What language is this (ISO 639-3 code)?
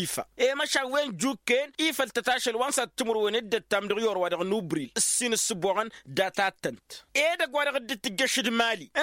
taq